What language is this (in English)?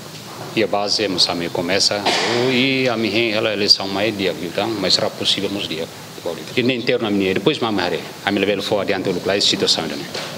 Tetum